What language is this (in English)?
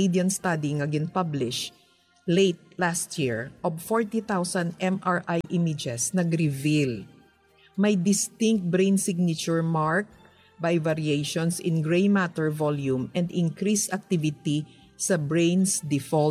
Hiligaynon